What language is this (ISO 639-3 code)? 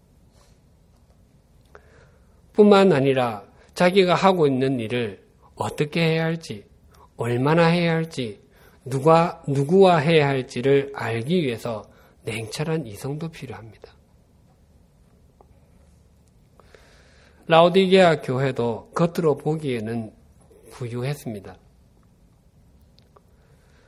kor